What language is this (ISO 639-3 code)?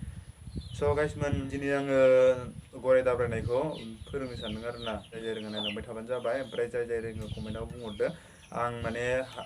brx